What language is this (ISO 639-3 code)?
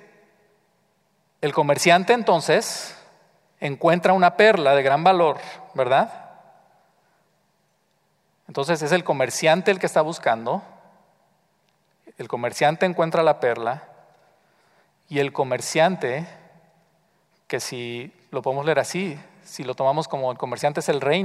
spa